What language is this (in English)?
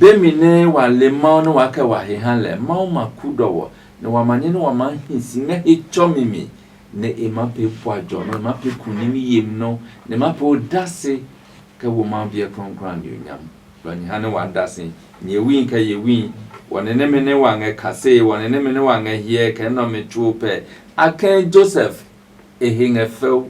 Adangme